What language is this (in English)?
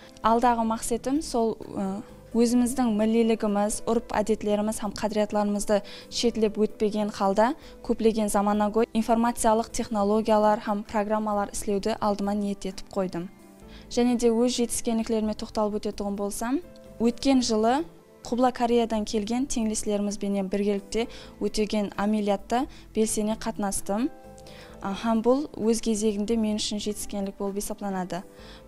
Kara-Kalpak